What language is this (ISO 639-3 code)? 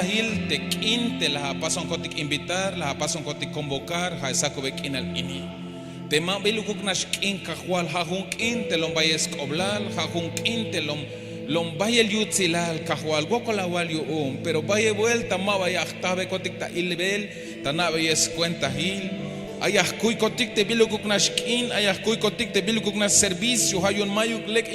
tzh